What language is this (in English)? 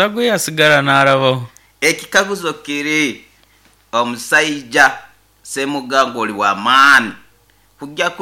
Nyoro